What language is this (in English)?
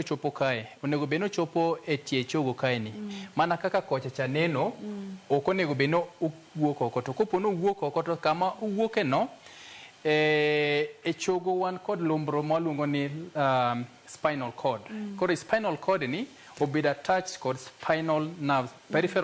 Luo (Kenya and Tanzania)